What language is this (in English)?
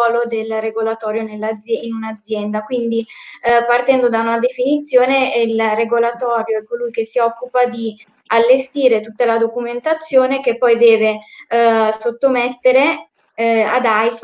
Italian